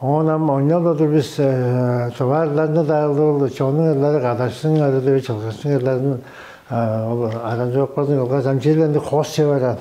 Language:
Tuvinian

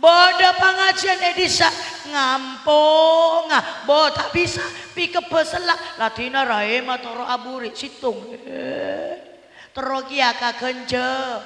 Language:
Madurese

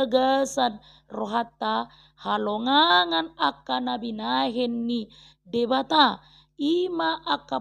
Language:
Batak Toba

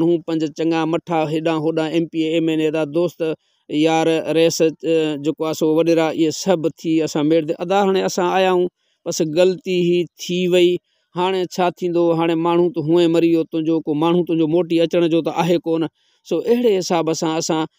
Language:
Sindhi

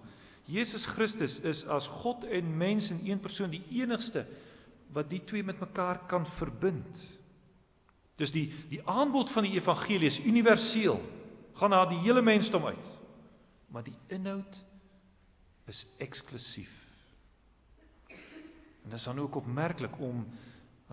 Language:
Afrikaans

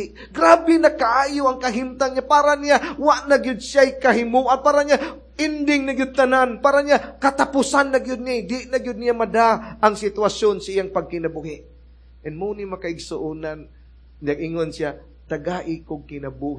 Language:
Cebuano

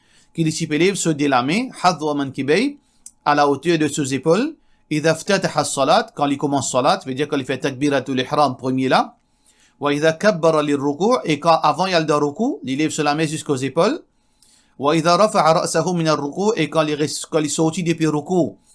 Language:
Morisyen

